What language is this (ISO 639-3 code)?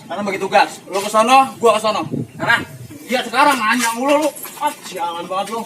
bew